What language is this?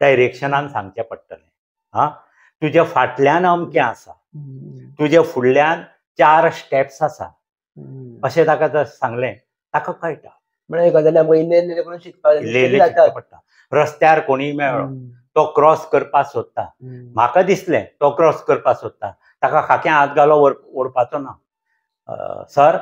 Konkani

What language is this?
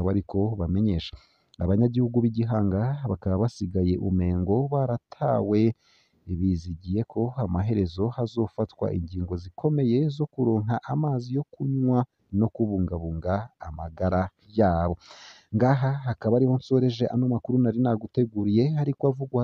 Rundi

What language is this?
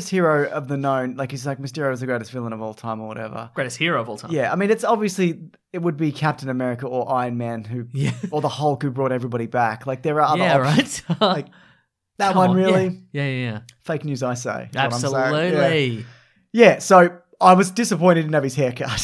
English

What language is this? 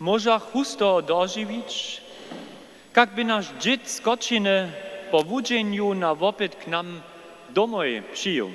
Upper Sorbian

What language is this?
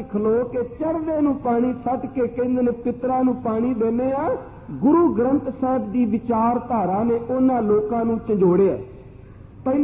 Punjabi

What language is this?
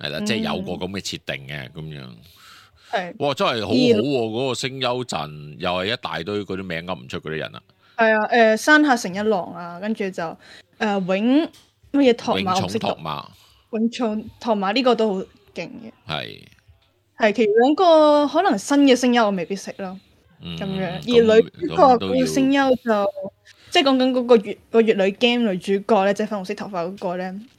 Cantonese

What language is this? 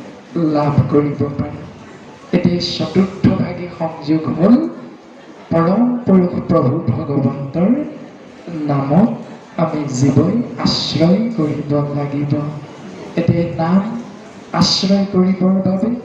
Assamese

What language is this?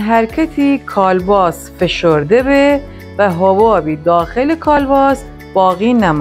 Gilaki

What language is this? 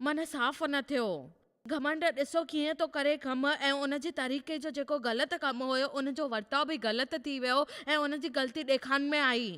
Sindhi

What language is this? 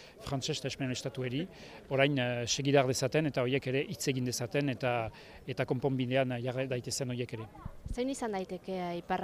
Basque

